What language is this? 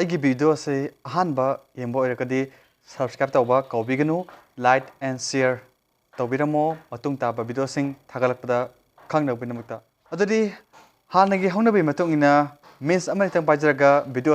Manipuri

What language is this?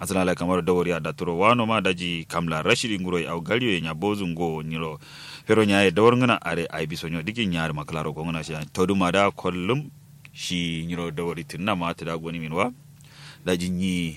Kanuri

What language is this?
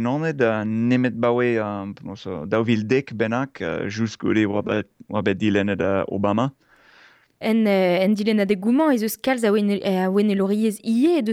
Breton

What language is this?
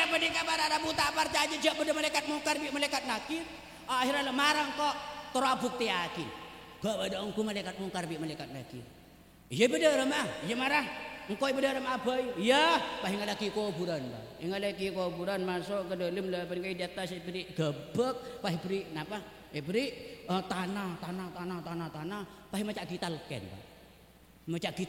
Madurese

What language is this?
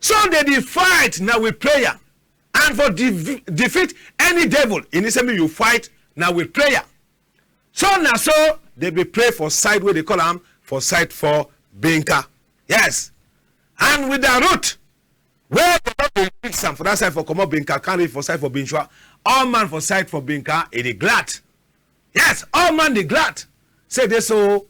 Cameroon Pidgin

